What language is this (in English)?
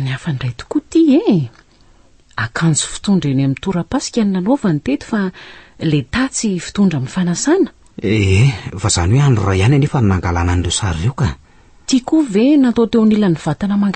Malagasy